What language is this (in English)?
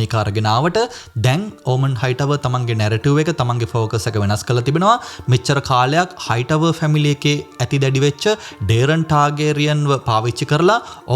Sinhala